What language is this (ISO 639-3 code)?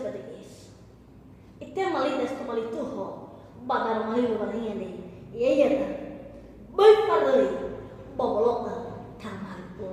nia